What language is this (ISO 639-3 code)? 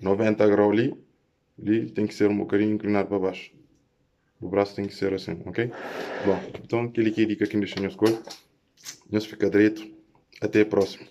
kea